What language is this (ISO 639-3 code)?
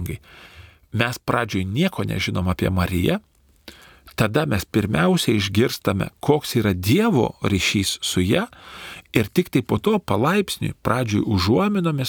lit